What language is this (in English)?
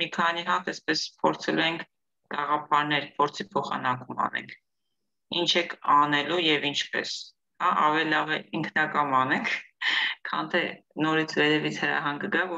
Armenian